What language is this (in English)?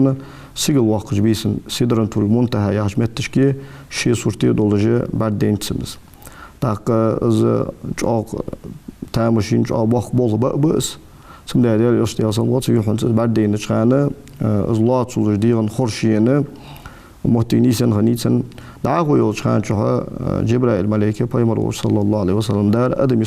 Ingush